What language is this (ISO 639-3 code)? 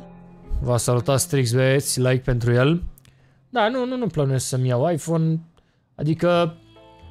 ron